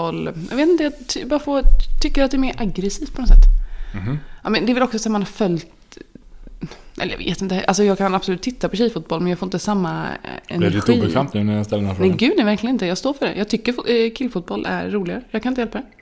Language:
Swedish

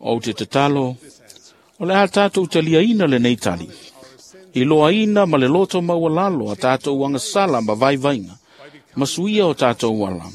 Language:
Samoan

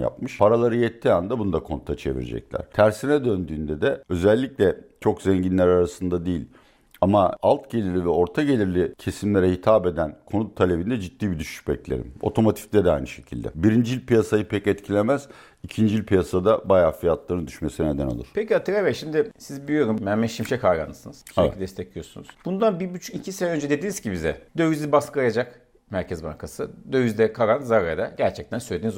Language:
Turkish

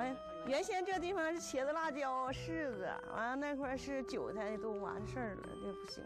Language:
Chinese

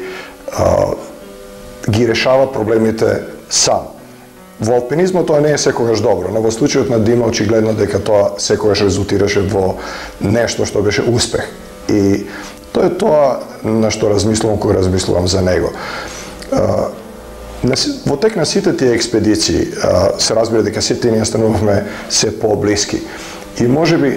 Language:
Macedonian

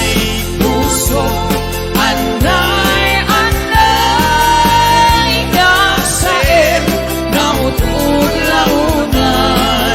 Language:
Iloko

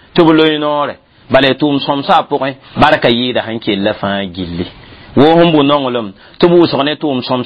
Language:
Mossi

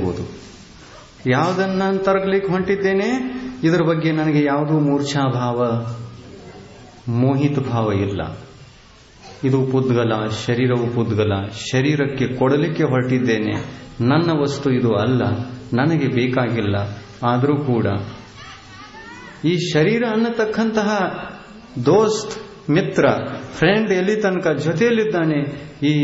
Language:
Kannada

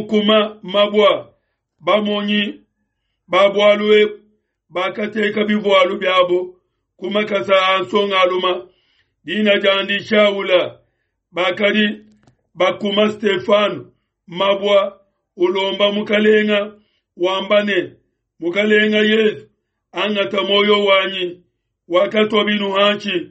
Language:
Luba-Lulua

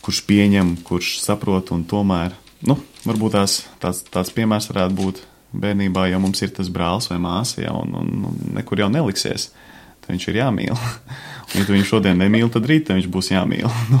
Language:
Latvian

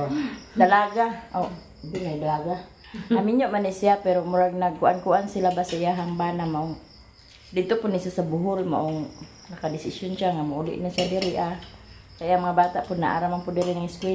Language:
Cebuano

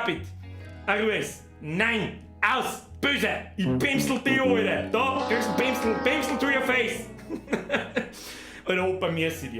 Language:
Bavarian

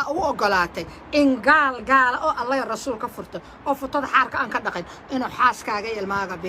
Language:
Somali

